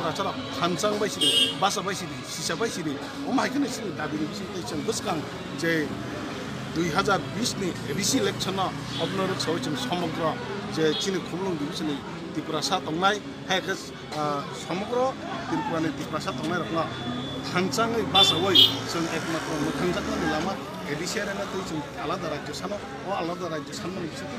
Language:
Kok Borok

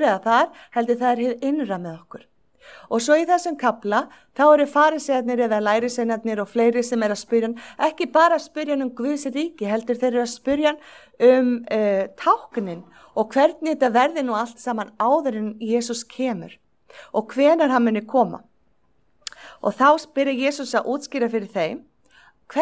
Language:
Icelandic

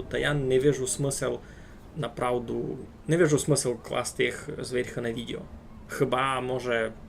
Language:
Rusyn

